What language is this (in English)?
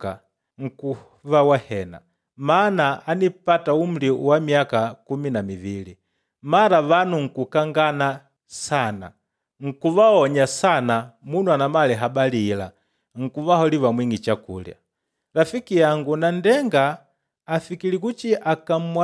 Makonde